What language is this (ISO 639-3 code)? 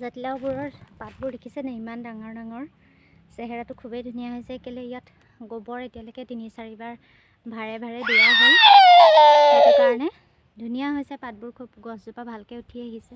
asm